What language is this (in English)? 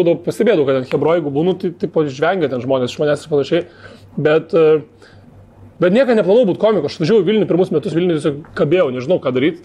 Lithuanian